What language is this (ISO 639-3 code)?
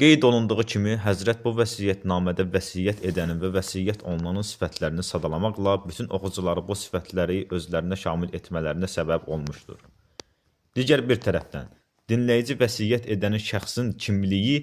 aze